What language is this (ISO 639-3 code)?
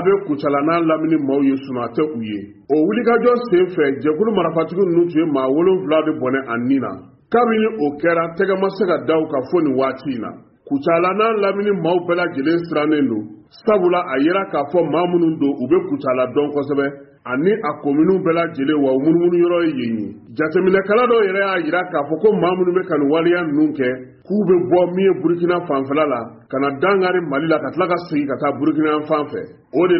bam